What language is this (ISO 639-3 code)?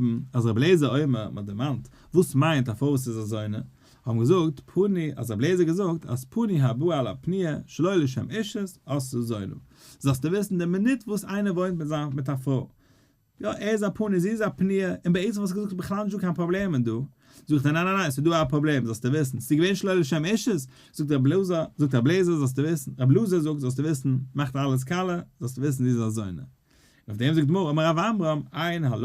yid